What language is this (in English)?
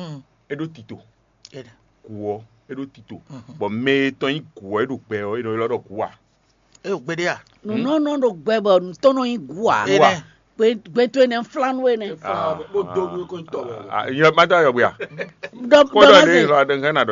Fon